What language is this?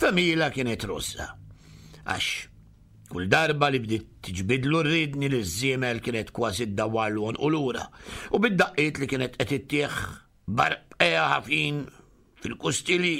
Maltese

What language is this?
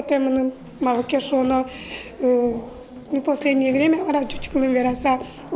Udmurt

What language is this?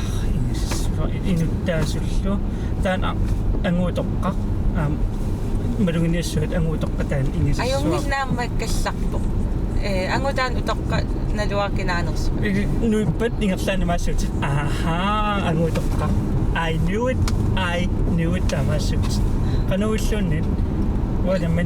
Kalaallisut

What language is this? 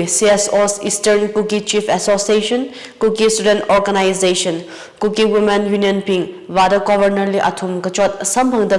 Tangkhul Naga (India)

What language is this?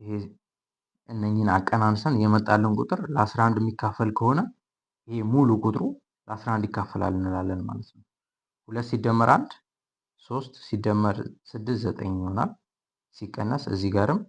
Amharic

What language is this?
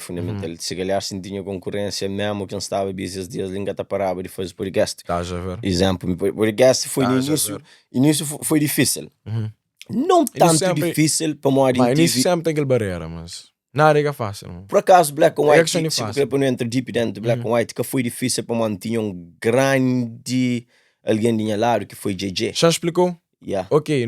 Kabuverdianu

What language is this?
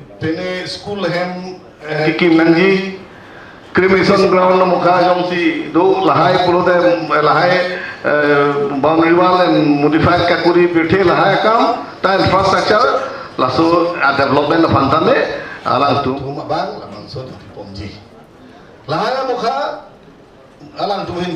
Karbi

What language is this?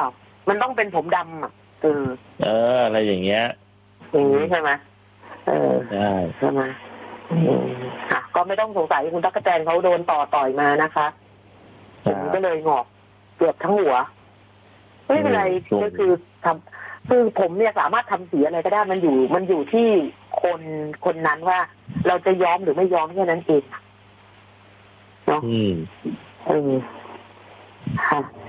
Thai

